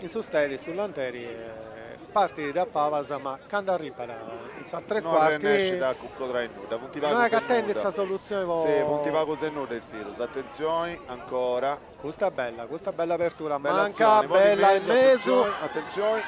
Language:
Sardinian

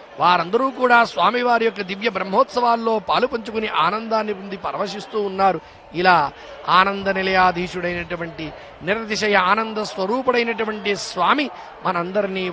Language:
Telugu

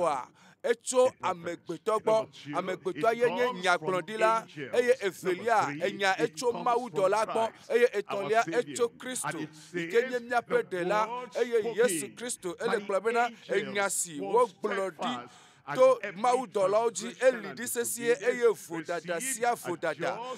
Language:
Ewe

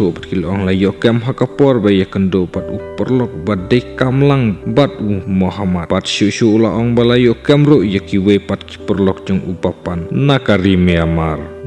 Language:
Khasi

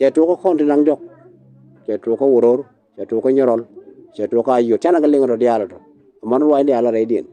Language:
Nuer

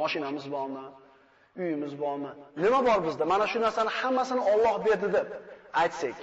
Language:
Uzbek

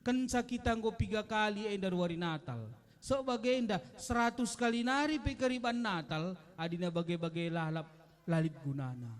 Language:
Batak Karo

